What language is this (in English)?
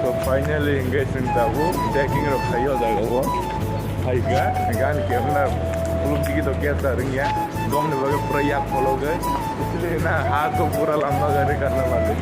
Kok Borok